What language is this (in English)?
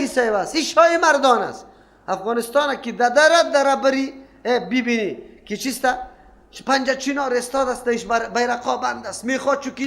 Persian